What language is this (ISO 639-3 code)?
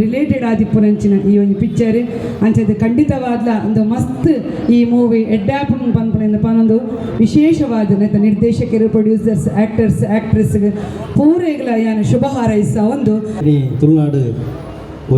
tcy